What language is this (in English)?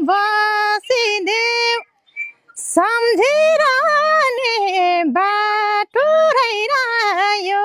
Nepali